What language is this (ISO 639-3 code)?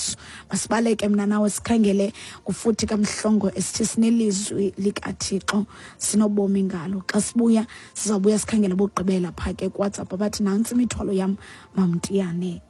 xho